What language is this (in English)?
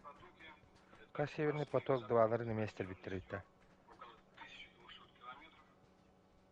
Yakut